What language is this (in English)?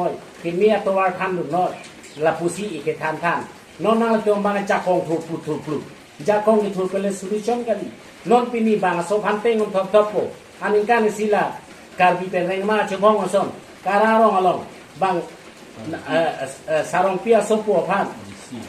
Karbi